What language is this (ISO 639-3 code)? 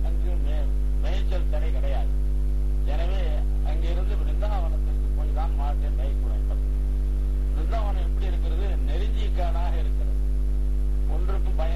tam